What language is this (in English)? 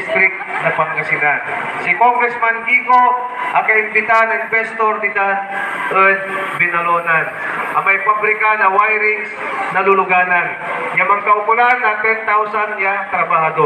Pangasinan